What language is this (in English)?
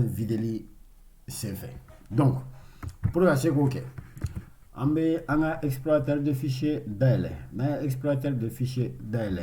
Bambara